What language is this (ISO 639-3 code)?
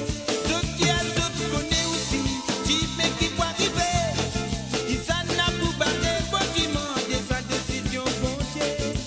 mfe